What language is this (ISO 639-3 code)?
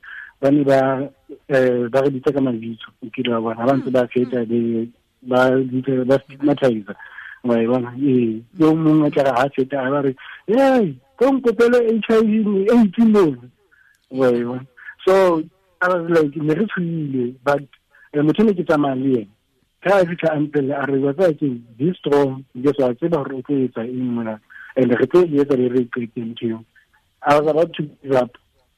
tsn